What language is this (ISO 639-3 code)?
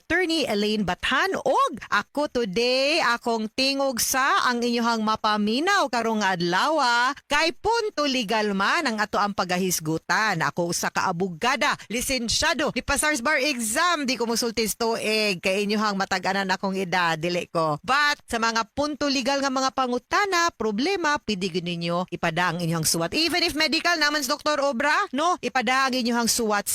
ceb